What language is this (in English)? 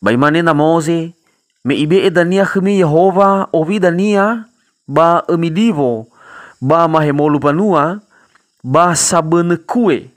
Nias